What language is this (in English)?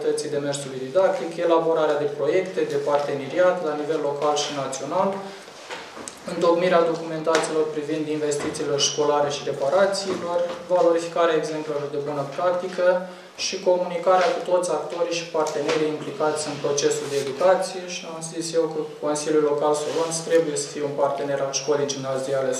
Romanian